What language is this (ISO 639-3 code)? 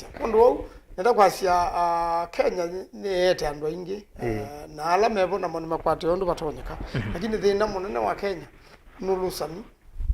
kam